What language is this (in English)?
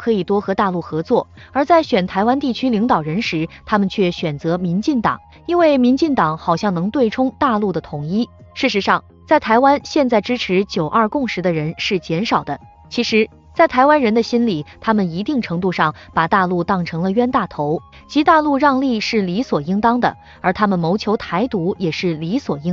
Chinese